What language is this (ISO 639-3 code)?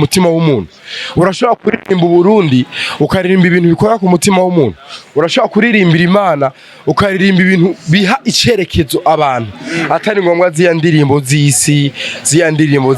run